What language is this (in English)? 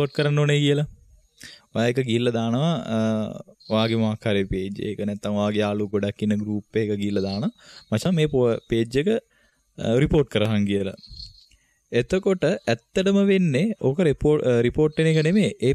Sinhala